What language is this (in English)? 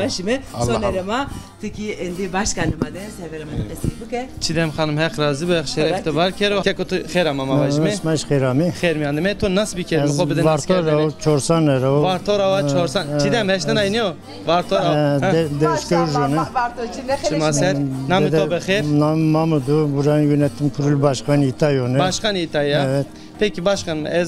Zaza